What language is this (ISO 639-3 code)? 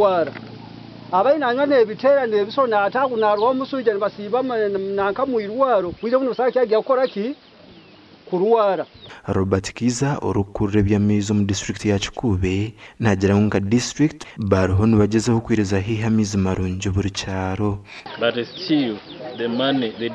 nyn